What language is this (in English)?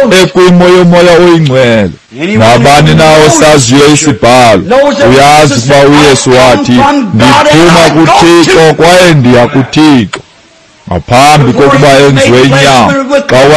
Xhosa